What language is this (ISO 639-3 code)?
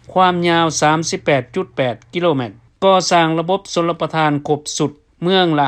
lao